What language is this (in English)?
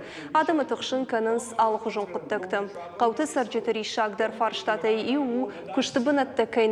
Ossetic